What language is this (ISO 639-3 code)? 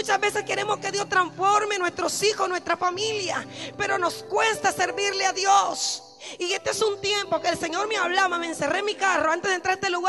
spa